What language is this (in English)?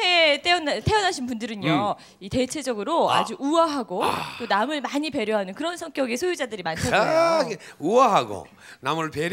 Korean